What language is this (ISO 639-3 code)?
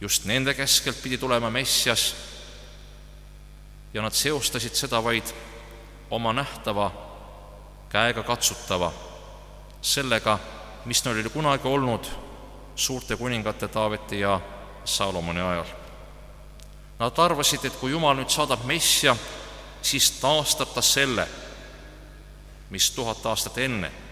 est